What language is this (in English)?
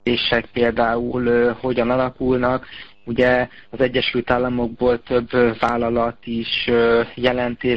Hungarian